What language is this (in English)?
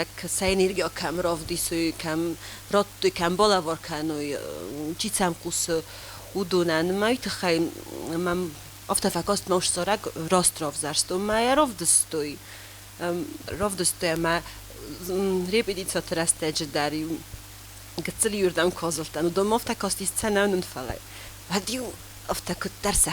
Ossetic